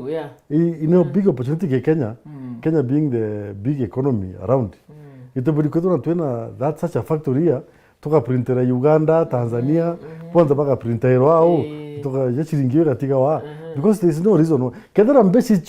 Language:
Meru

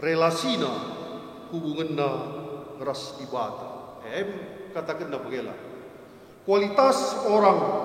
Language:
Batak Karo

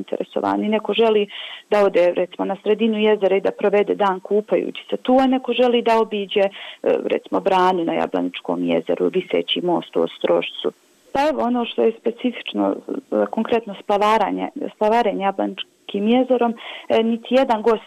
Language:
Bosnian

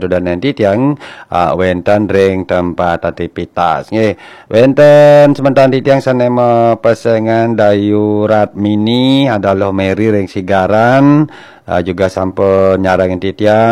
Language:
Balinese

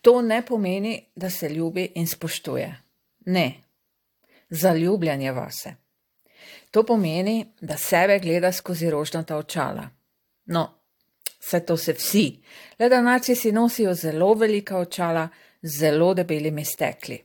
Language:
Slovenian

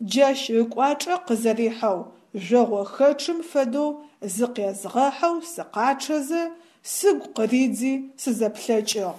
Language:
Adyghe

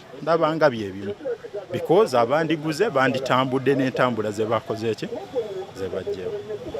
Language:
Ganda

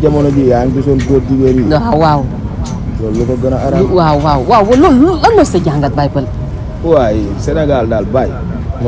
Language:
Wolof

